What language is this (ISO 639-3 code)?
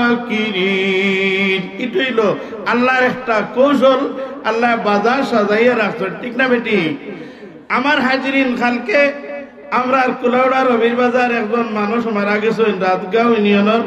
syl